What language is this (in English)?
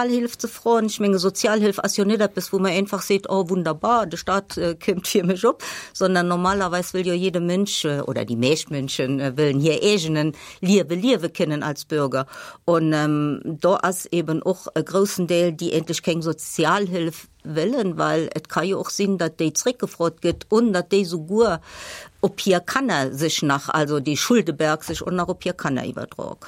Luxembourgish